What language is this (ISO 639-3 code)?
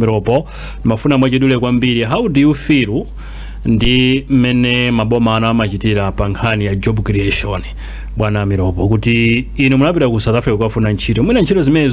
nya